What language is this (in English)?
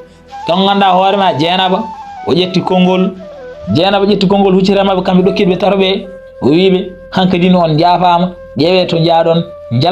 Fula